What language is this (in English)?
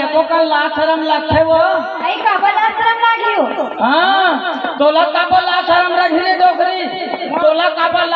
Chhattisgarhi